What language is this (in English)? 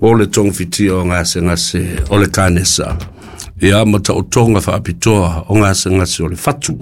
Samoan